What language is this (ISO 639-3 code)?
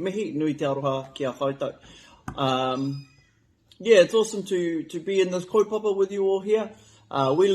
mri